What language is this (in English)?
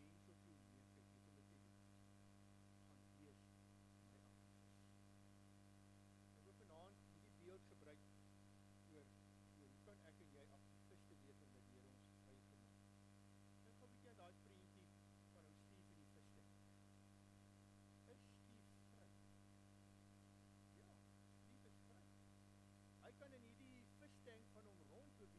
Afrikaans